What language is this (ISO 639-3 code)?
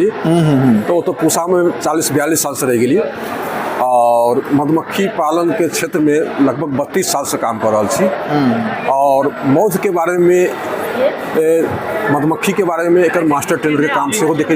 mai